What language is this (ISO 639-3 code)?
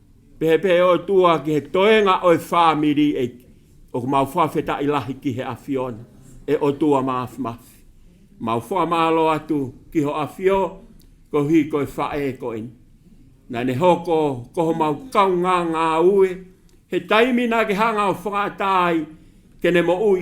ton